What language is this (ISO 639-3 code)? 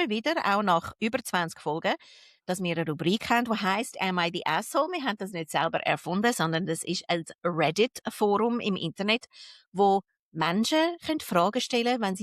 gsw